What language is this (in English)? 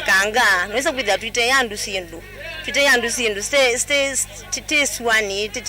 Kamba